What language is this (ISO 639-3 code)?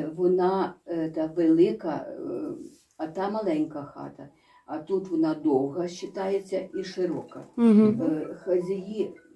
ukr